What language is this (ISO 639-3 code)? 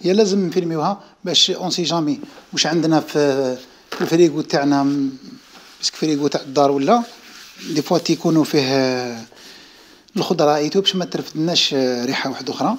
arq